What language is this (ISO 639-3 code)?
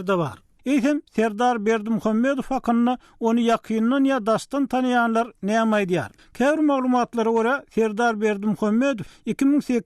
tuk